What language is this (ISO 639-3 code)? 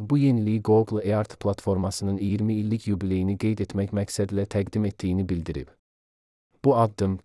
aze